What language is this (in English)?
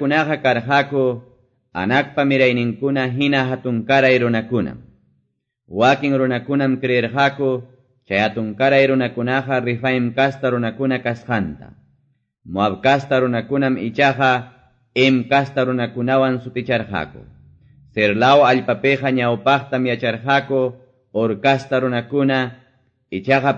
Quechua